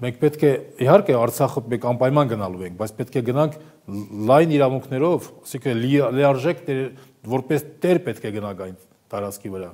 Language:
Armenian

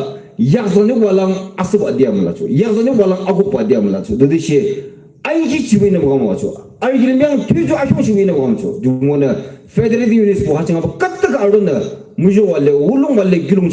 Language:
Yimchungru Naga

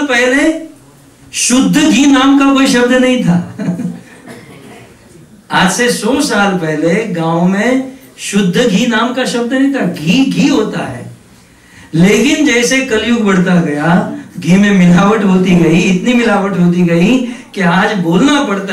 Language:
Hindi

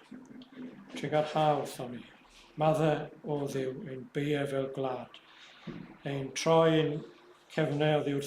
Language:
Welsh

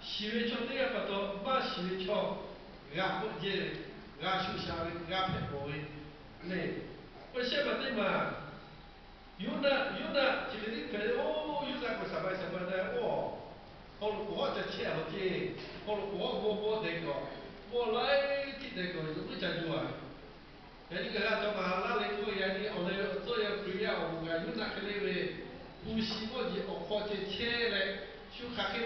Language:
Lahu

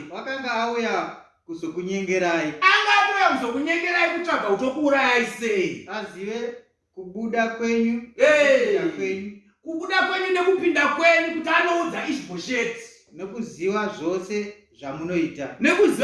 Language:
Shona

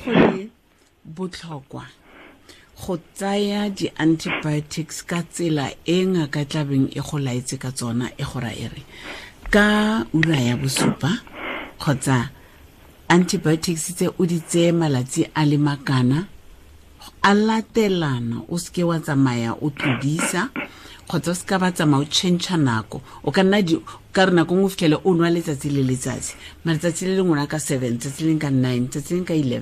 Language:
Tswana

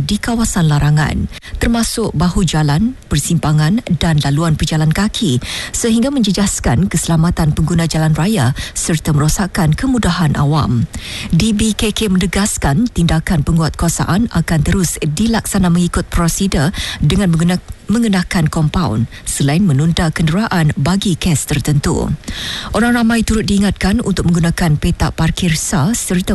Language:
Malay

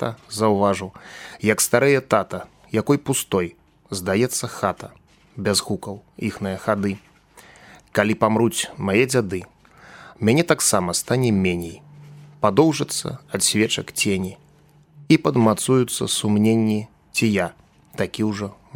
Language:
Belarusian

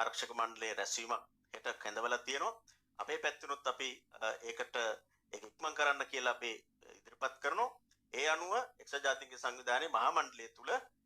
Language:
Sinhala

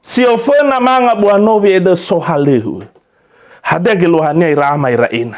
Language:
Nias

